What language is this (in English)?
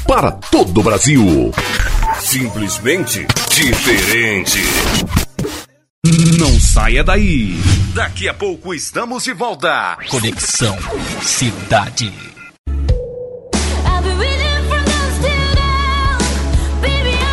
Portuguese